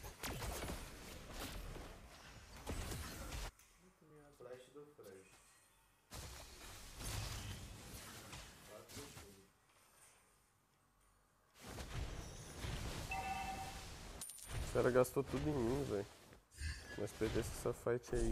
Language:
Portuguese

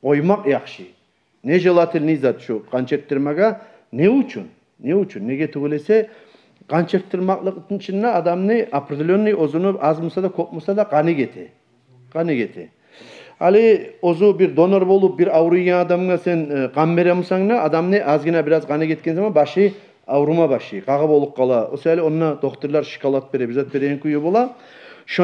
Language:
Kumyk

